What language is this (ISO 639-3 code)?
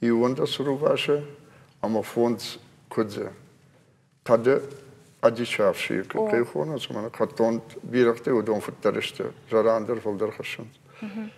oss